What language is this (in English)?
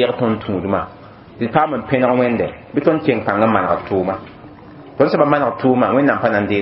Mossi